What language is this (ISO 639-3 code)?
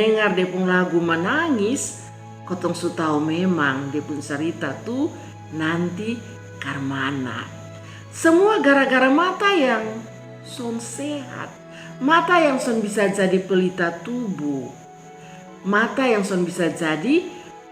mkn